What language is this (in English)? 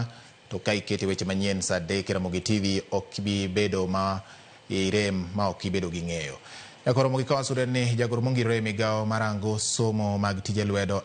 Luo (Kenya and Tanzania)